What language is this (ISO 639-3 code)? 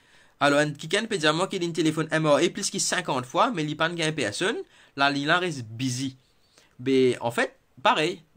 mfe